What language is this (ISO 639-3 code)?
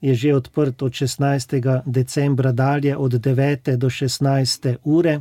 slv